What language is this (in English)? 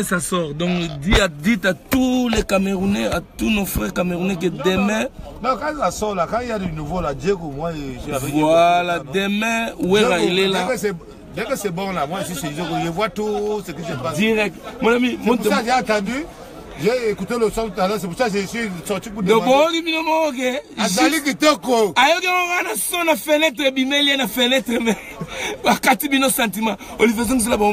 French